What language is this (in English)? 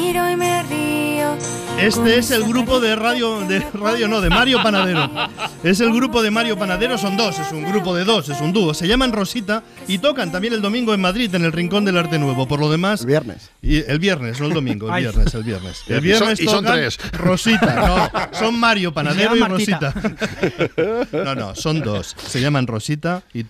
Spanish